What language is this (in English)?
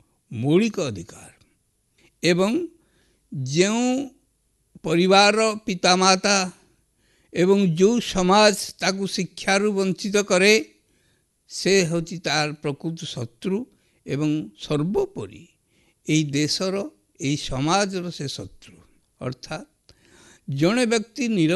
Odia